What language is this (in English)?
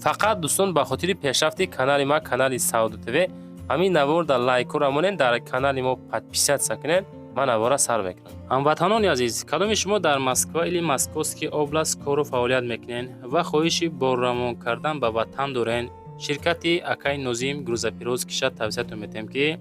Tajik